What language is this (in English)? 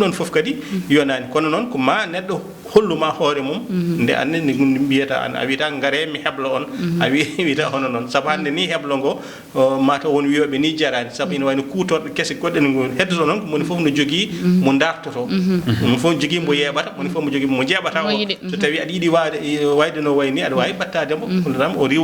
Fula